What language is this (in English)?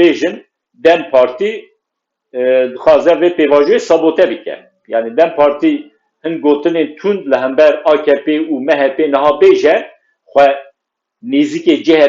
Kurdish